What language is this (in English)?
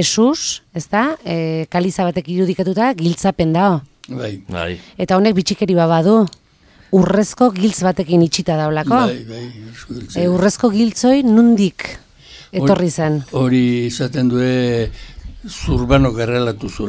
Basque